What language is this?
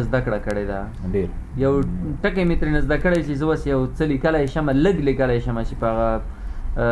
Pashto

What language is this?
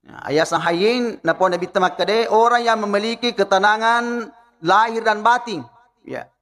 Buginese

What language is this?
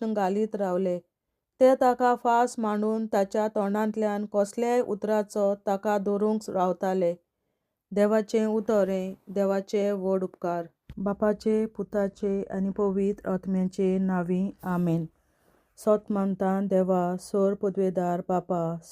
Konkani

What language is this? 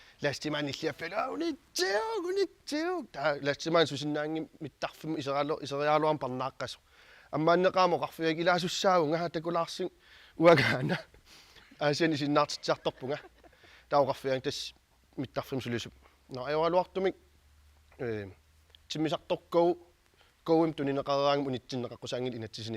Kalaallisut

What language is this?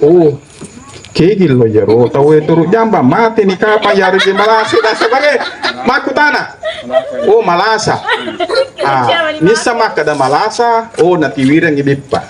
Buginese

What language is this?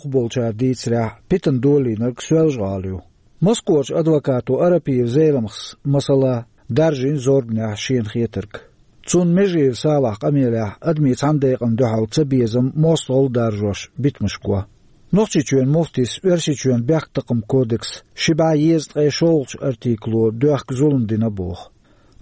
Chechen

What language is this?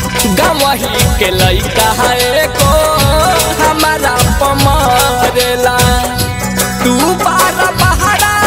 Bhojpuri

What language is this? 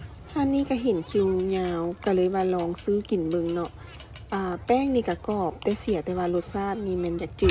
Lao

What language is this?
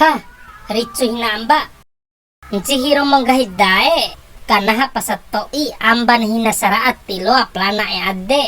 Bima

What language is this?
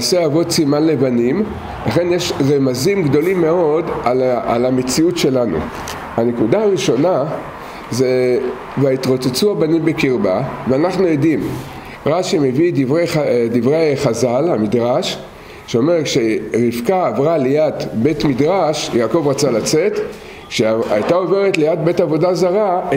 Hebrew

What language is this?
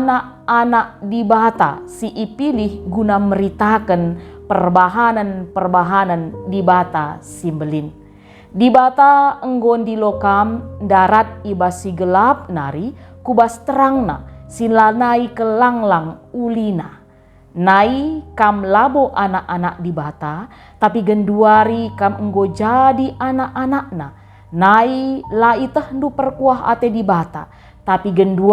Batak Karo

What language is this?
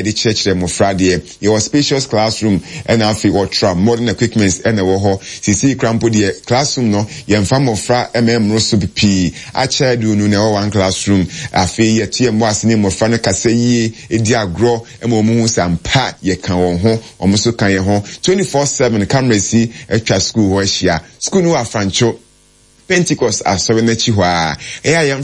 Akan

